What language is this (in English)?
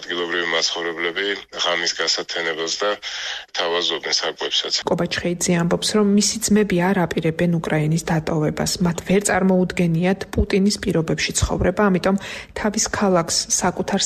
Georgian